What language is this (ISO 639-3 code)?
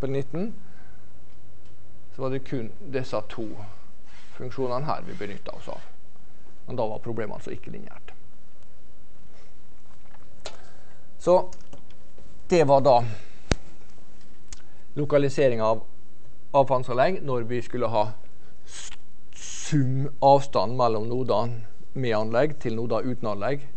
nor